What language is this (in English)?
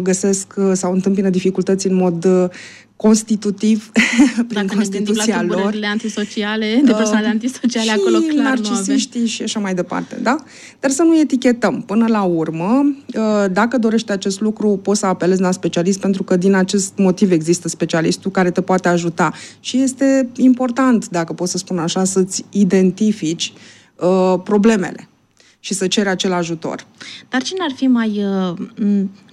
Romanian